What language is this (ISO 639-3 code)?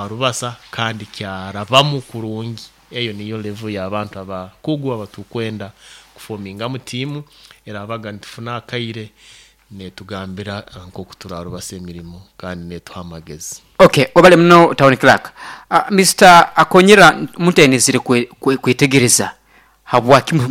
nyo